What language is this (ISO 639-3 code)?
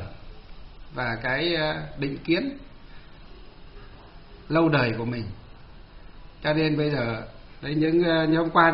vie